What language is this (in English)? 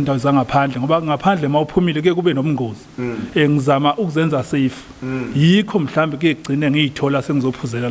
Zulu